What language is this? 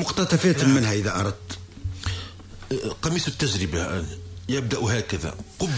Tunisian Arabic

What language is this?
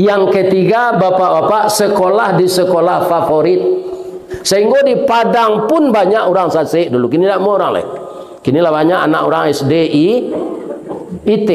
Minangkabau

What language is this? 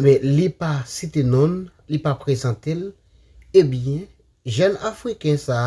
Haitian Creole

